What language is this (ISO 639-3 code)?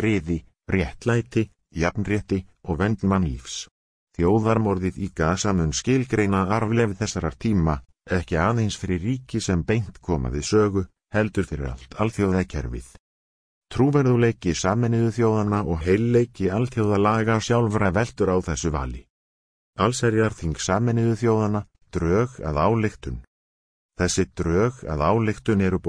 isl